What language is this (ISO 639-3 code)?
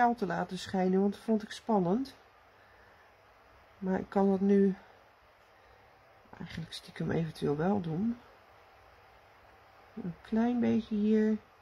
nld